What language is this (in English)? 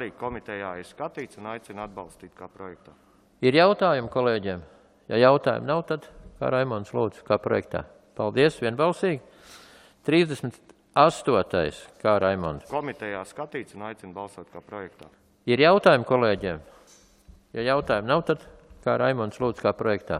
Latvian